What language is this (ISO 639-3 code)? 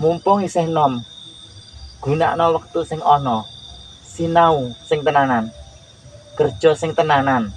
jav